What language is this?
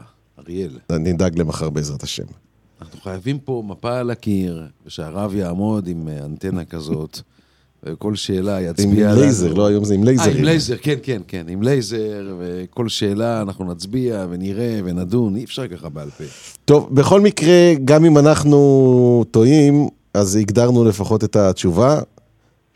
Hebrew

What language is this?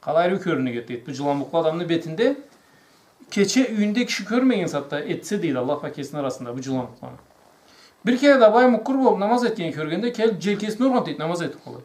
Karachay-Balkar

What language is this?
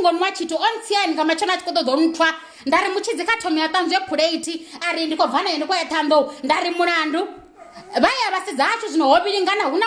Venda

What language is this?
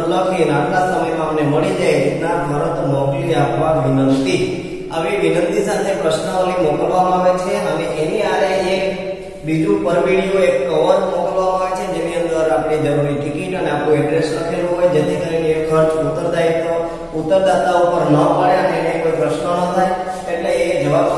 Gujarati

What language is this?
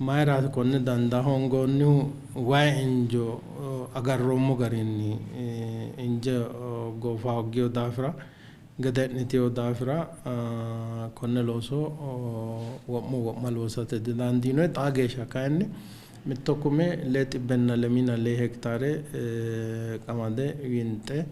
Sidamo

